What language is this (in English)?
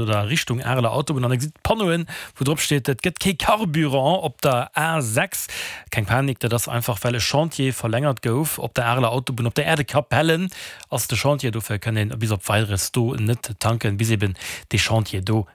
Luxembourgish